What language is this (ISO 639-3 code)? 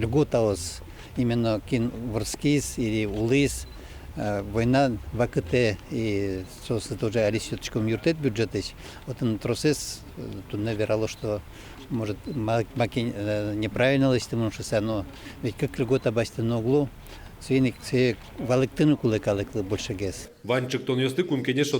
udm